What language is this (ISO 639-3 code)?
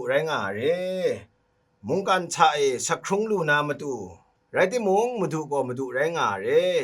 kac